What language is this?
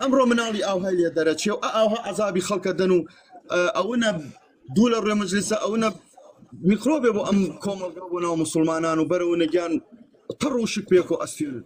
Central Kurdish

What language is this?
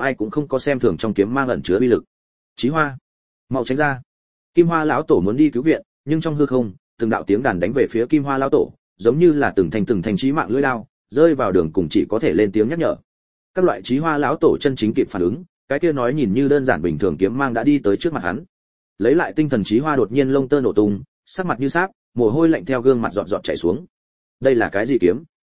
Vietnamese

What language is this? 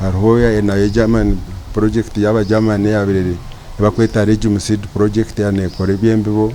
Nyankole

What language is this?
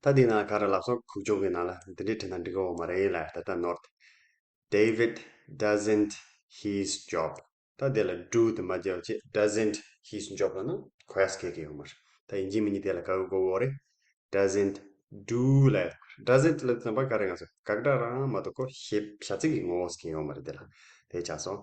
Tibetan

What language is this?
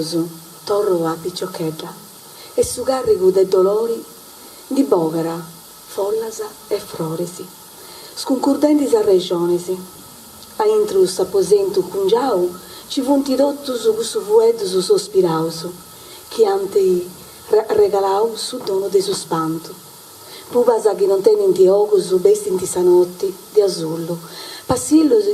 Sardinian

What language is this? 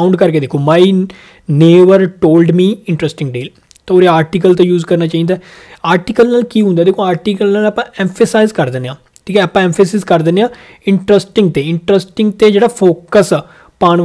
Punjabi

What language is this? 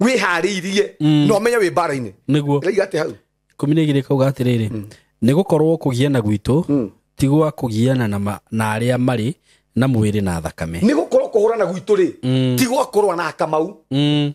Kikuyu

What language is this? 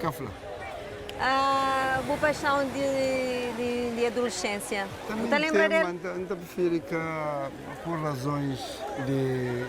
Kabuverdianu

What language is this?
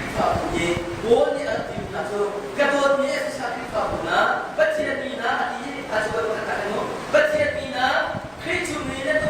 Hakha Chin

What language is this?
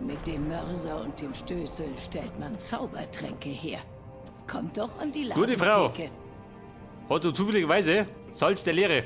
Bavarian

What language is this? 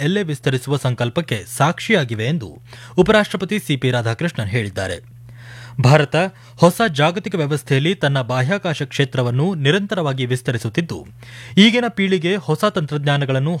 Kannada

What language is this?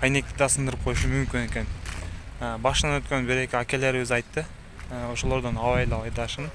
Kyrgyz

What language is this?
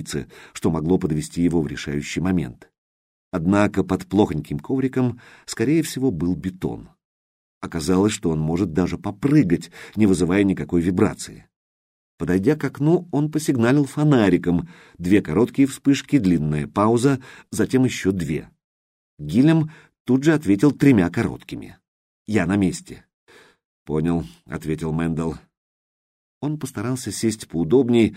Russian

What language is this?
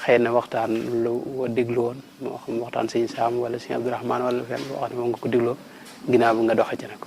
Wolof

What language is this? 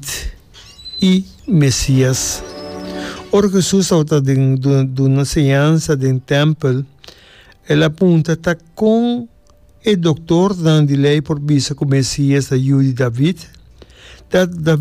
Papiamento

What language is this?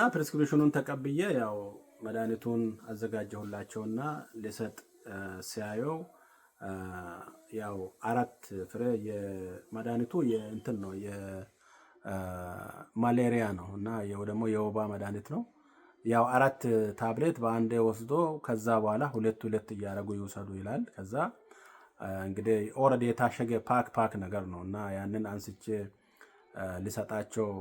Amharic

